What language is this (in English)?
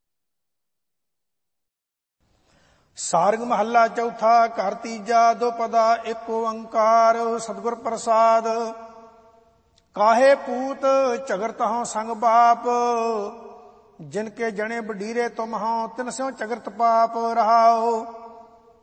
Punjabi